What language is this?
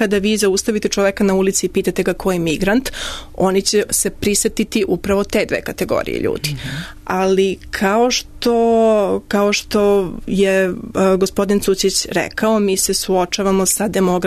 Serbian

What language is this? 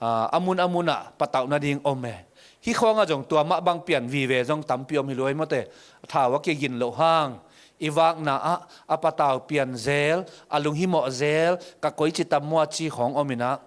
Tedim Chin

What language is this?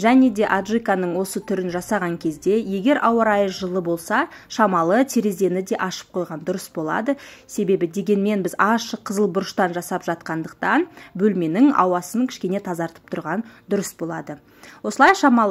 Kazakh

